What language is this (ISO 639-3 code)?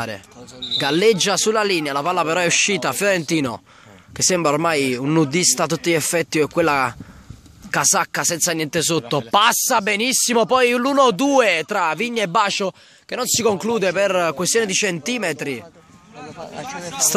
ita